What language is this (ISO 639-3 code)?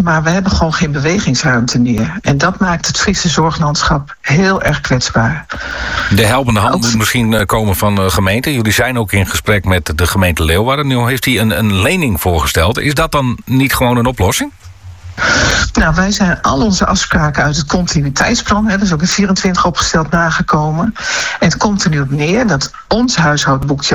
nld